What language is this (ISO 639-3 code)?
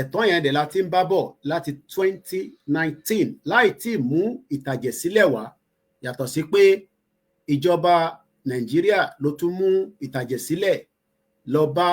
yor